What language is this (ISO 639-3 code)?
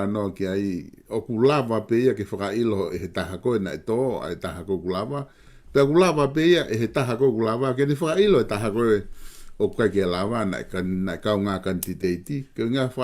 ton